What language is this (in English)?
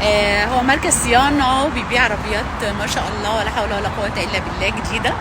Egyptian Arabic